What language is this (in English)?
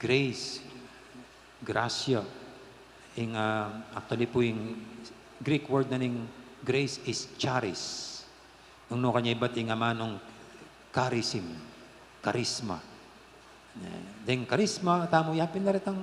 Pampanga